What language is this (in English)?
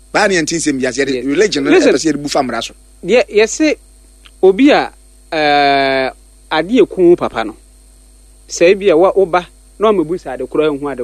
Akan